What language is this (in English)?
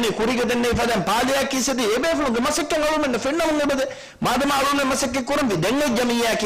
Divehi